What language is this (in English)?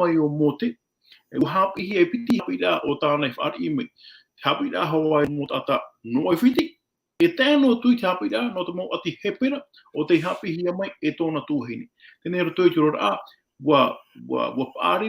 Tahitian